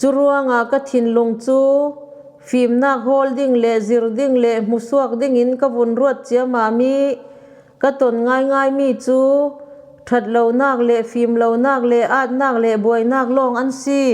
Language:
Falam Chin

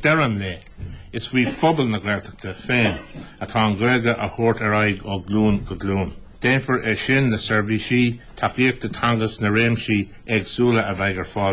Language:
Irish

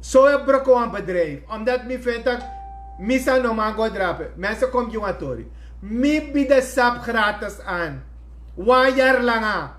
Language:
Sranan Tongo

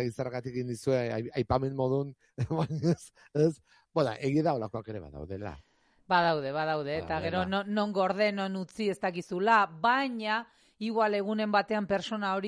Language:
Basque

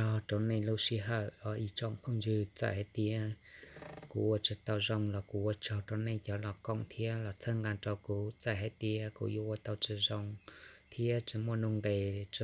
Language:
Hmong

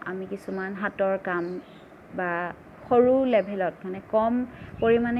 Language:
Assamese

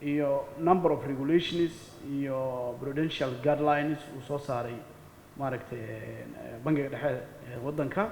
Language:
Somali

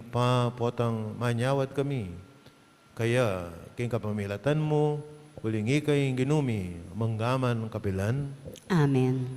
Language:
Pampanga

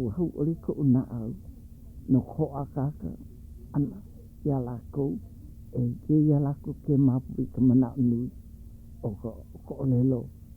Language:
Hawaiian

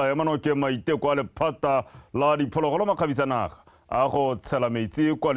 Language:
Tswana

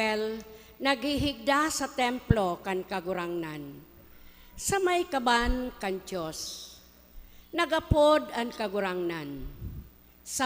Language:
Bikol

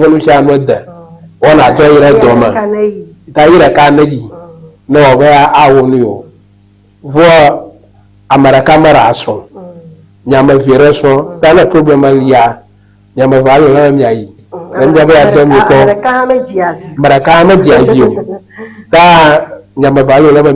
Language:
Ewe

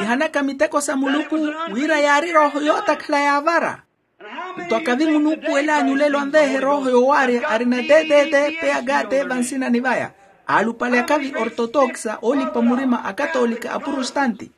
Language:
Makhuwa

